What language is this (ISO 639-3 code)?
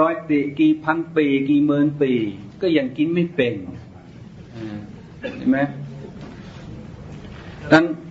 tha